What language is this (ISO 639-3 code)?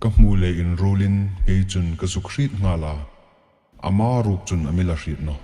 hmr